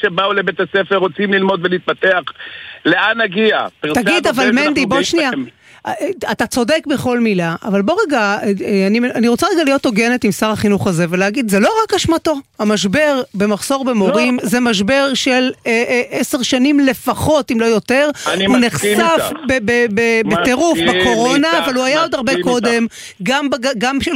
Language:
Hebrew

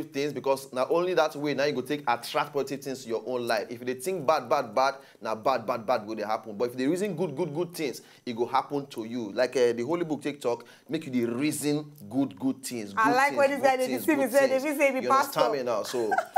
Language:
Nigerian Pidgin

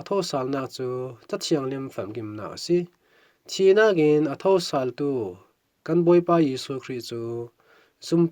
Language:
Falam Chin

